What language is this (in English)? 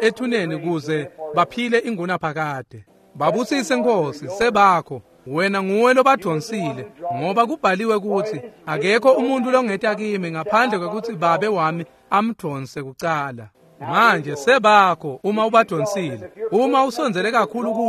Swati